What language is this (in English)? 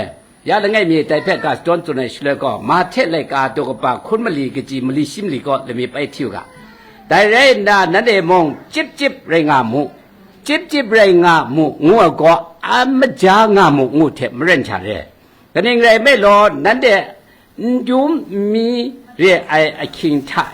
Kachin